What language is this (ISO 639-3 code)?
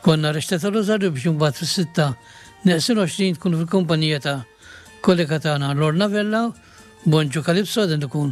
mlt